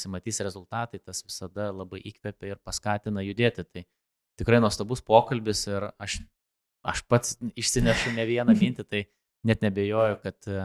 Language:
Lithuanian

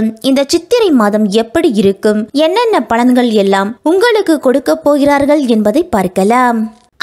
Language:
Tamil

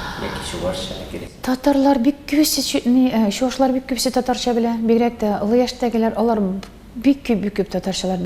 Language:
Tatar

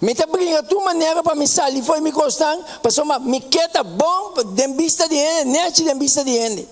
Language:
Papiamento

